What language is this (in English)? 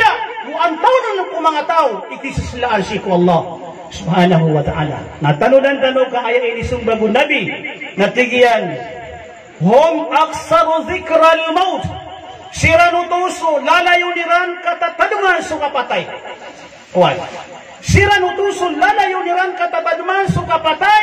Maranao